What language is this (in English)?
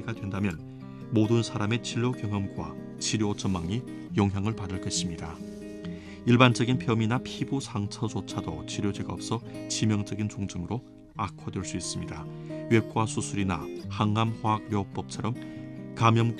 Korean